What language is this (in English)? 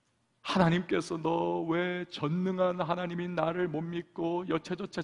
Korean